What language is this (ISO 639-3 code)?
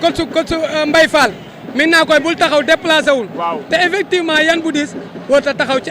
wol